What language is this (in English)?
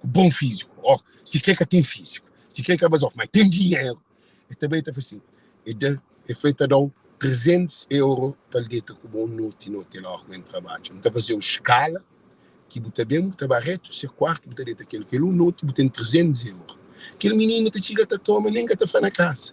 Kabuverdianu